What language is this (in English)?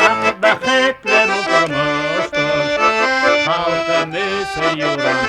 Bashkir